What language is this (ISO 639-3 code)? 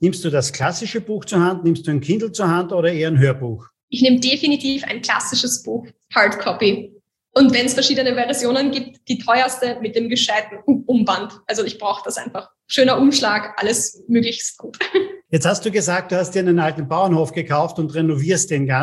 deu